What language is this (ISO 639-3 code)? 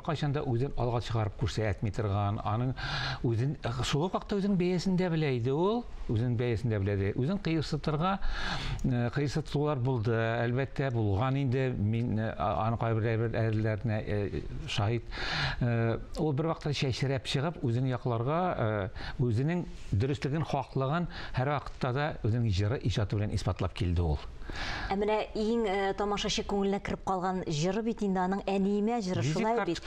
tat